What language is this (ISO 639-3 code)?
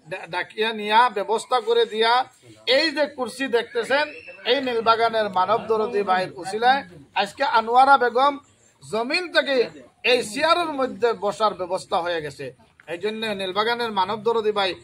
syl